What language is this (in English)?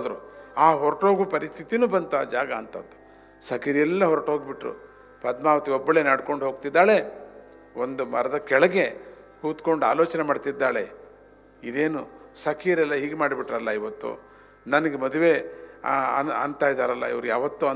Kannada